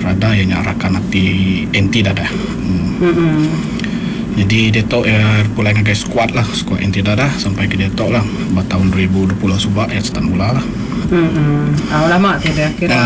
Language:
Iban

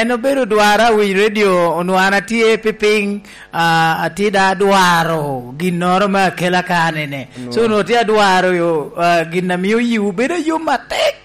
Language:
Lango (Uganda)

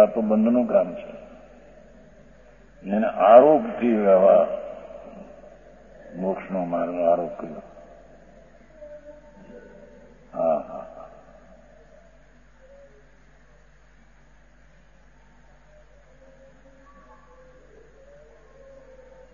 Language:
Gujarati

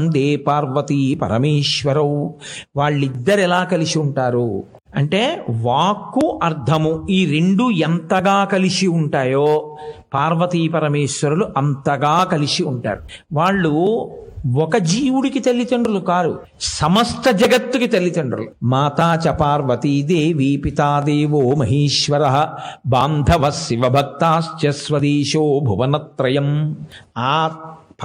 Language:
Telugu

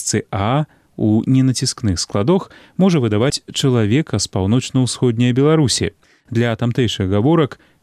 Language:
Belarusian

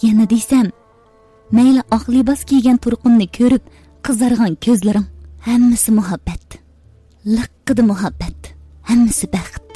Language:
Uyghur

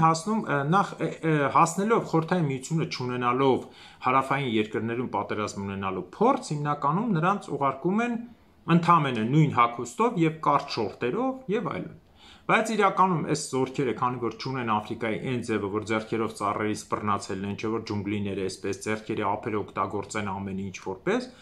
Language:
Armenian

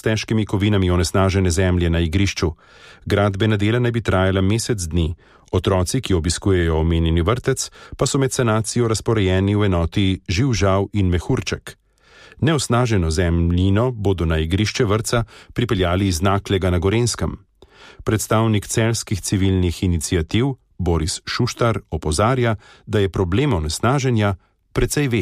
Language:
Slovenian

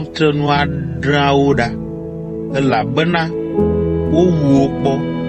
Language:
Ewe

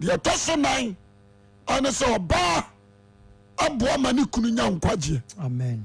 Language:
Akan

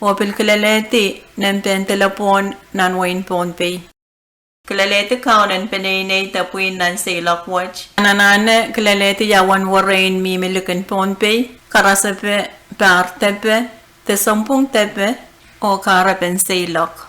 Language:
Pohnpeian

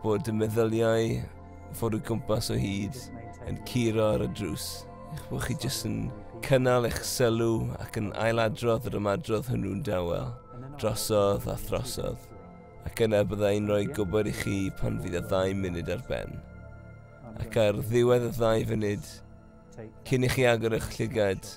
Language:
Welsh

